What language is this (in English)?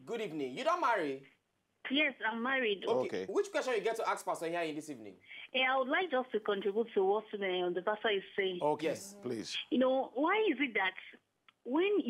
Nigerian Pidgin